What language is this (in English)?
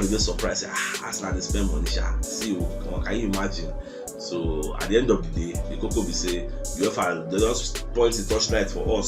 Nigerian Pidgin